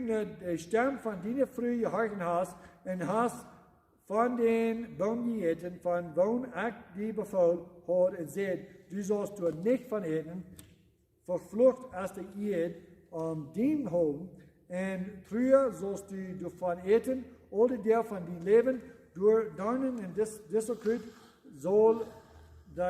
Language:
Plautdietsch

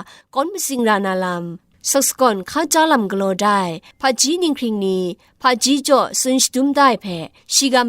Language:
Kachin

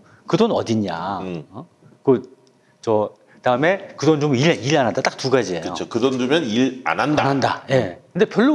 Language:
Korean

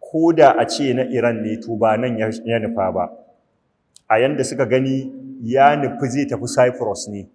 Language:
Hausa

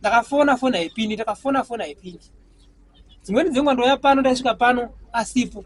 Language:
Shona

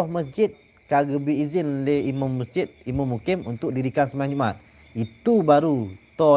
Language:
Achinese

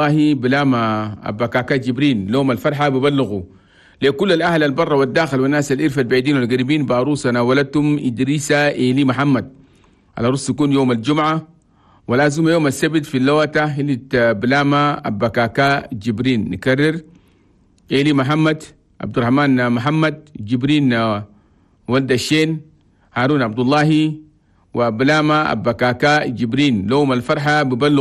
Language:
Chadian Arabic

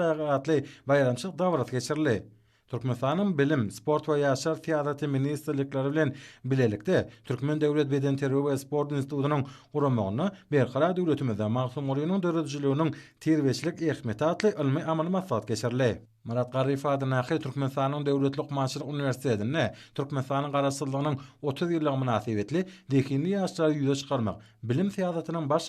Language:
Turkmen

